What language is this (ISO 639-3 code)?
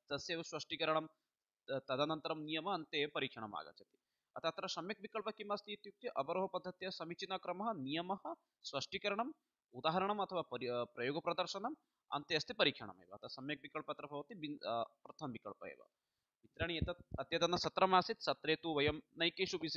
san